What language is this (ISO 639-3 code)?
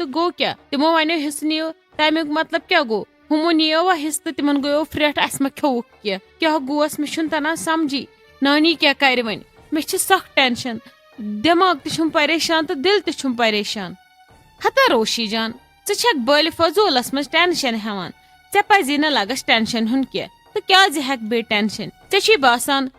kas